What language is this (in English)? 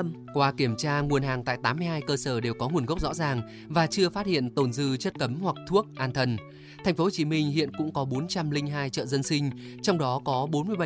Vietnamese